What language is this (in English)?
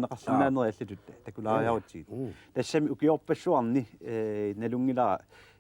Kalaallisut